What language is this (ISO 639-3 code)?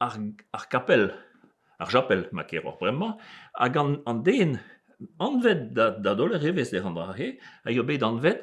bre